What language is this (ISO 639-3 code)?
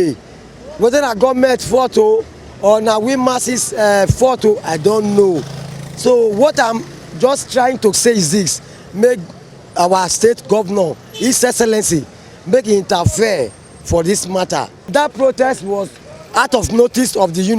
pcm